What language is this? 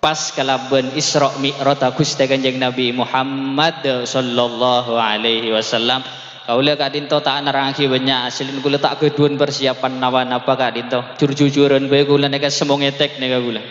Madurese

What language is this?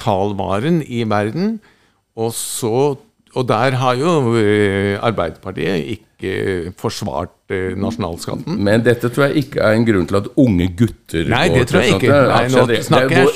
Norwegian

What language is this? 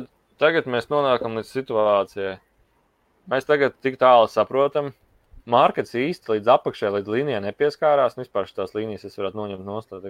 Latvian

